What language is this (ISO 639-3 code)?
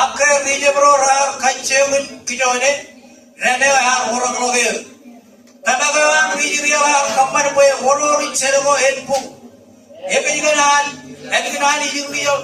mah